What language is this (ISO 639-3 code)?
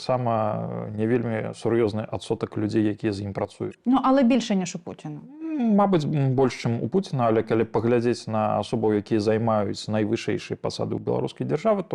bel